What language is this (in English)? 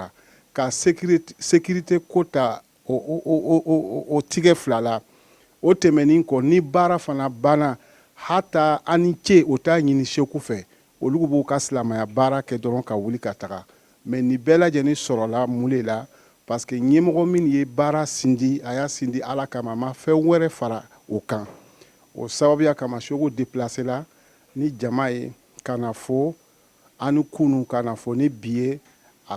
Bambara